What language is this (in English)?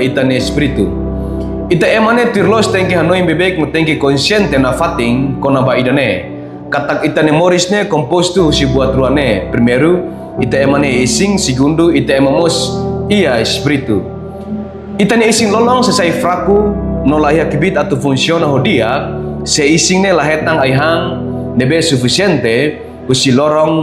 Tetum